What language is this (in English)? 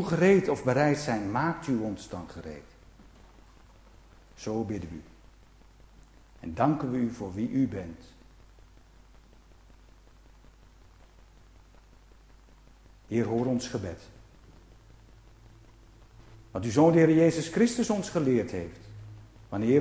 Dutch